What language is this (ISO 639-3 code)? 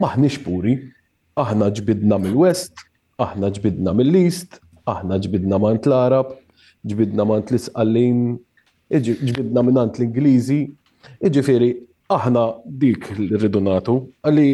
mlt